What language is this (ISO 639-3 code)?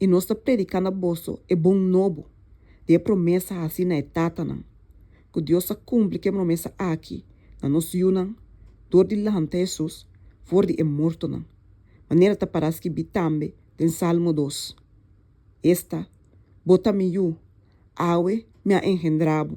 pap